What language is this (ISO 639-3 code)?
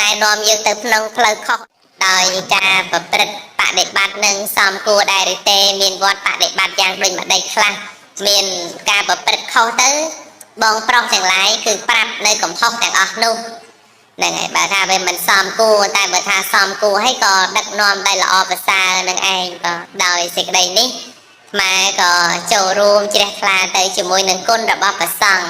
khm